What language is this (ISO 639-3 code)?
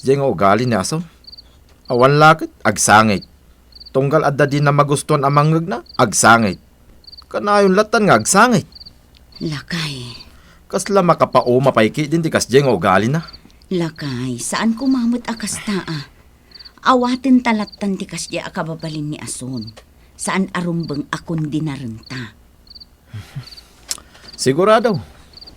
ilo